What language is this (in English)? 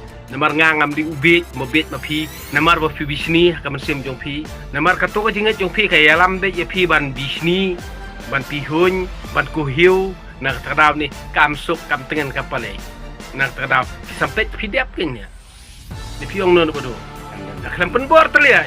Khasi